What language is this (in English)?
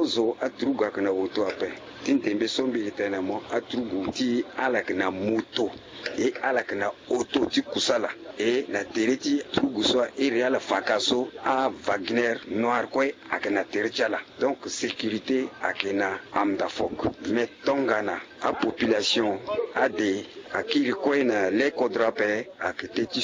Sango